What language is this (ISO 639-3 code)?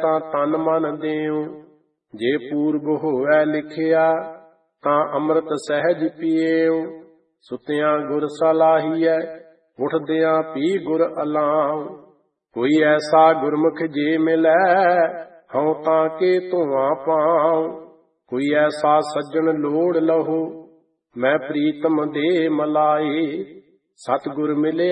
pan